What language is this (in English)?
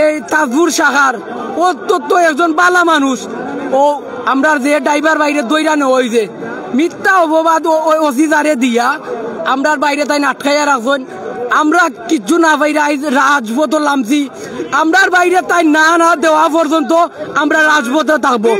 Sylheti